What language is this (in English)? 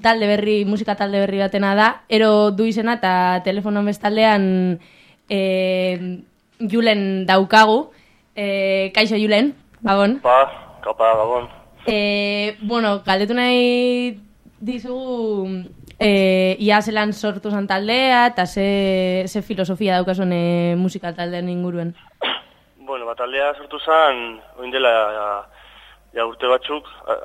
Basque